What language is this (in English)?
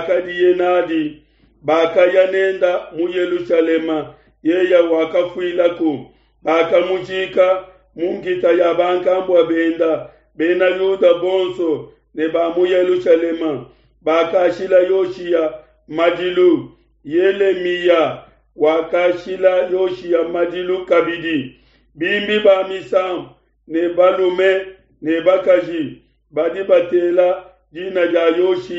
Luba-Lulua